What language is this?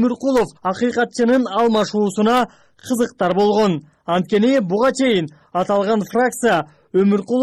Kyrgyz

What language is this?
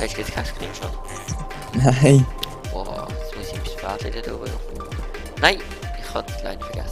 Swiss German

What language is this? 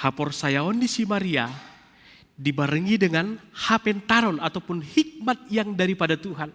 Batak Simalungun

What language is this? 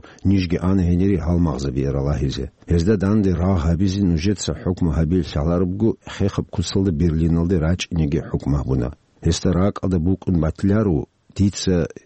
Avaric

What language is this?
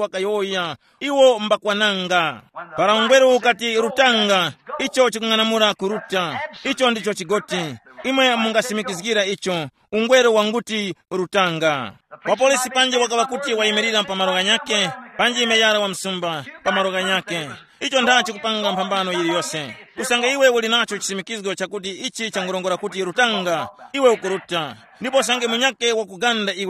Tumbuka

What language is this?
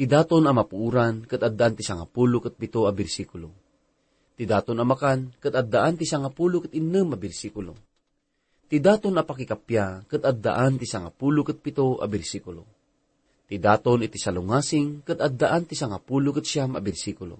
Iloko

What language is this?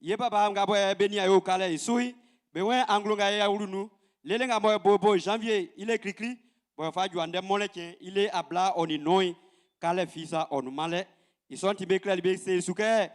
Baoulé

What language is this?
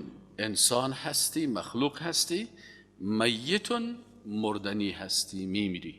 Persian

